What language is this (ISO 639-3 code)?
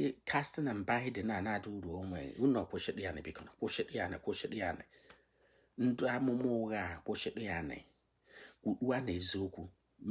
ibo